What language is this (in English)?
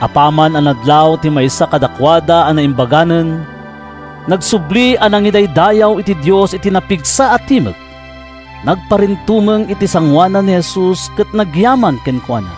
Iloko